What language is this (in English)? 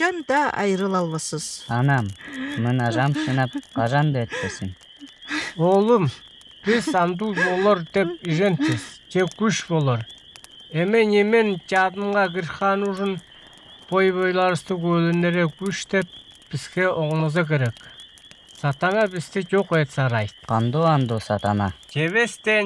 Northern Altai